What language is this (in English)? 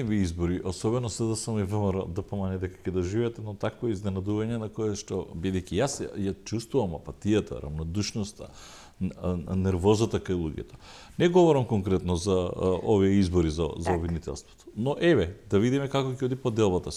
Macedonian